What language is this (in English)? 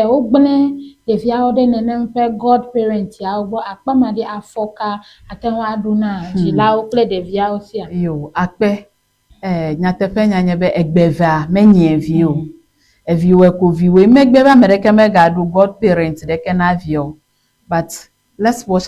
Ewe